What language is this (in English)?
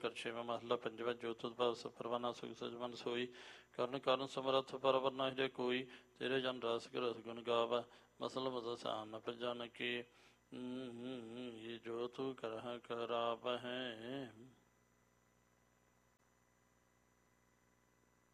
Punjabi